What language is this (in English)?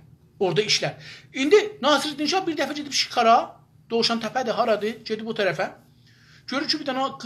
South Azerbaijani